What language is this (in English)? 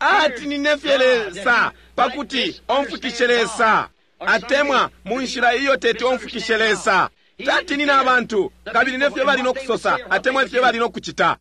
Bemba